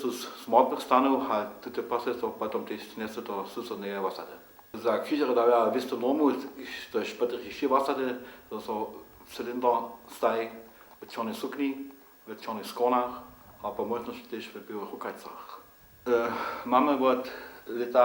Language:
Upper Sorbian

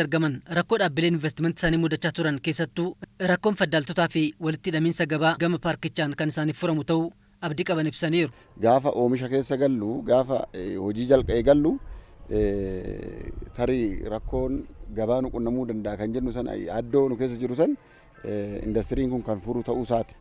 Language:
Oromo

